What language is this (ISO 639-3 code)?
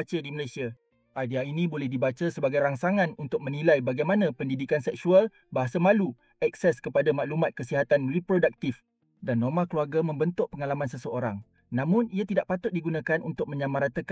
msa